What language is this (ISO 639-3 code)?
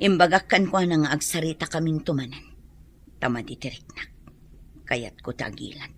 ilo